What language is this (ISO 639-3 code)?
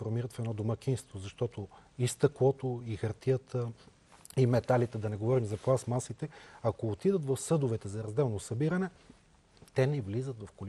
bul